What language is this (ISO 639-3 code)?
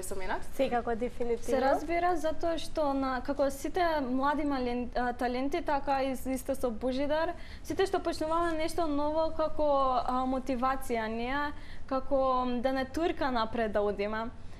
mkd